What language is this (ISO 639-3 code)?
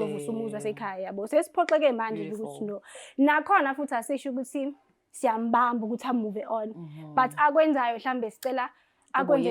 zul